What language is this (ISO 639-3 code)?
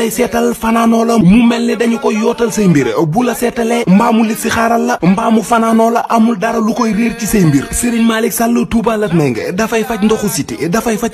wol